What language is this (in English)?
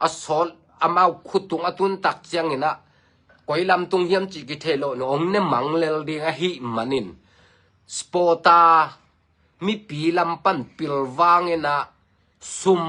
Tedim Chin